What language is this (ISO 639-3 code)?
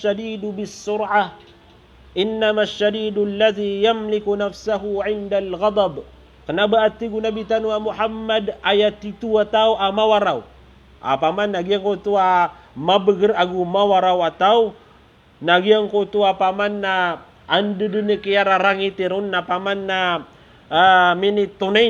mrw